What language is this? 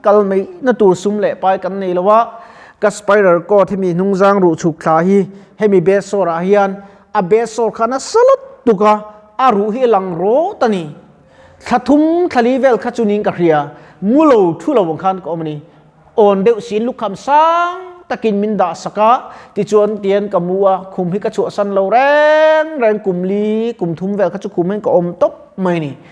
Mizo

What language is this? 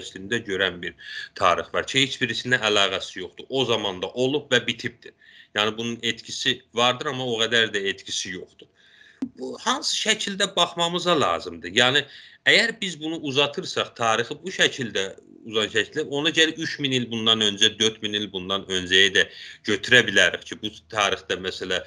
South Azerbaijani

